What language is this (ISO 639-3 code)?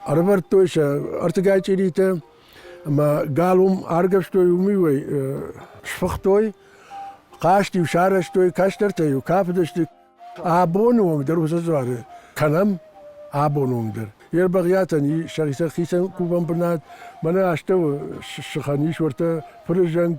oss